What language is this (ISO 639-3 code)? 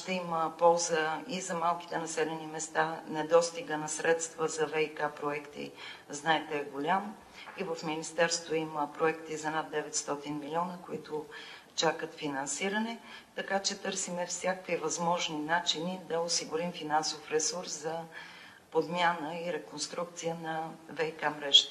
bul